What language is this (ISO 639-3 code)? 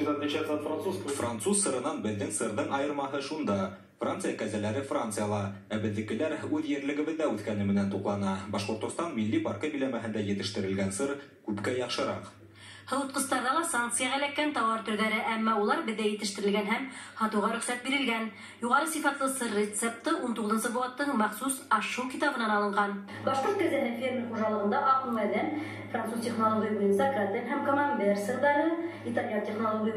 bak